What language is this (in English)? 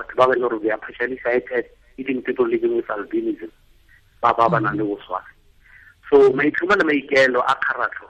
Tswana